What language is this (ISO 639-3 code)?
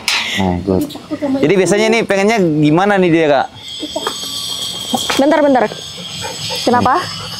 ind